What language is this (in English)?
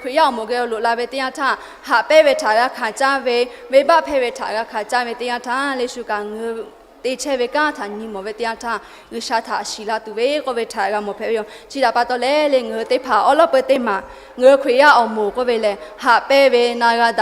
Lahu